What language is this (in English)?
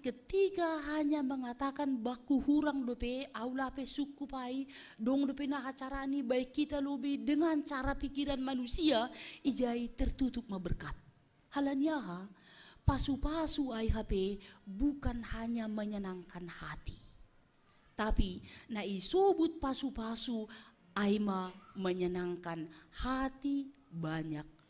Batak Simalungun